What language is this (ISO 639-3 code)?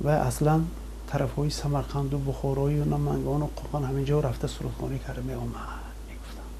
tgk